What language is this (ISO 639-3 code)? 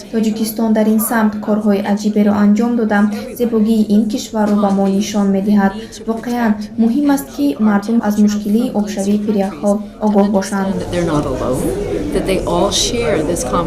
tgk